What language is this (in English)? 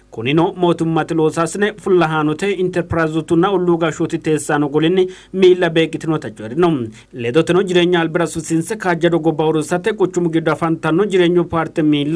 Sidamo